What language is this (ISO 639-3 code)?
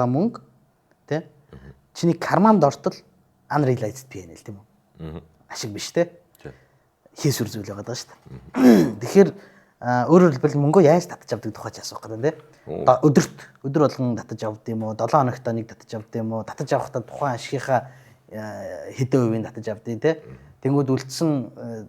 mon